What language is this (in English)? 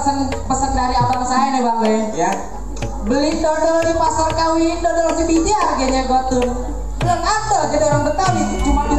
Betawi